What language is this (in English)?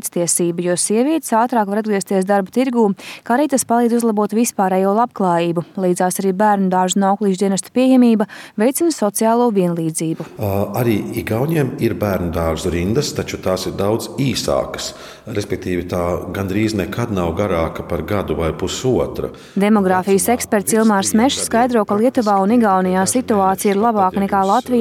Latvian